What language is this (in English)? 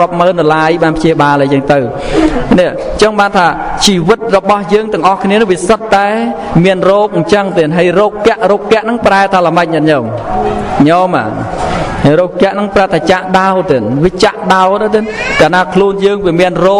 Khmer